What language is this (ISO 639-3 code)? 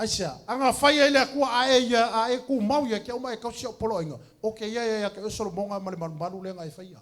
smo